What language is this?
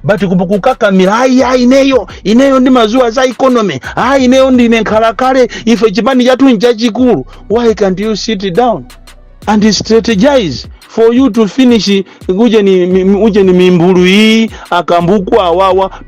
Nyanja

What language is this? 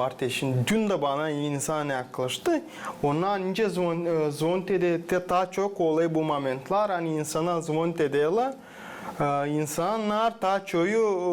Gagauz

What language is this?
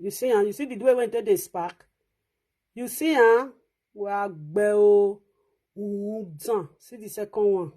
Nigerian Pidgin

